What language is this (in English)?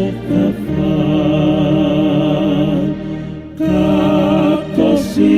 Tongan